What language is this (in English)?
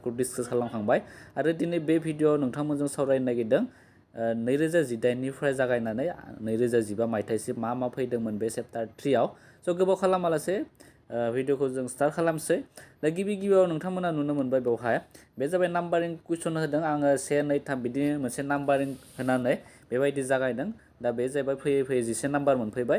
Bodo